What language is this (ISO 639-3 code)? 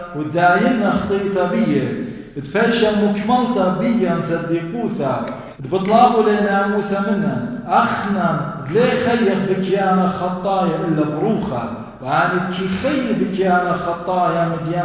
aii